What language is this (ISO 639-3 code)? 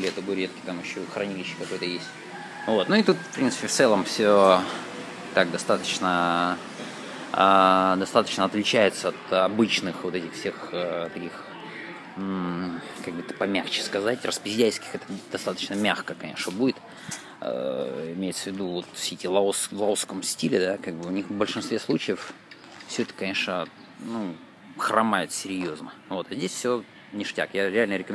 rus